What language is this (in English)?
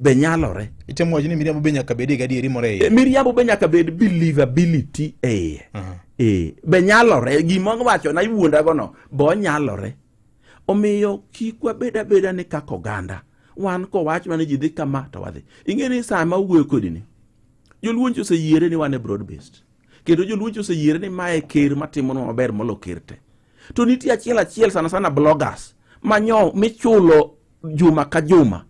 Luo (Kenya and Tanzania)